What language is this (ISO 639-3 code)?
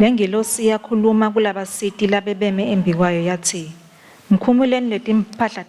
ssw